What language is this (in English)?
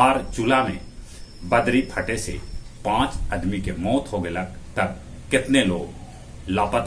Magahi